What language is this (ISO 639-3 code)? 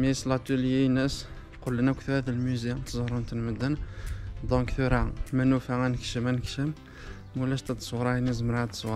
kab